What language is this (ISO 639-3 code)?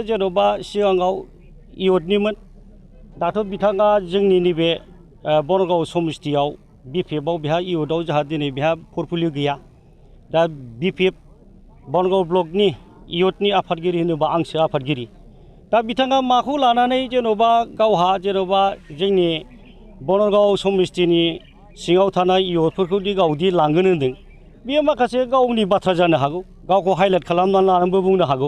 brx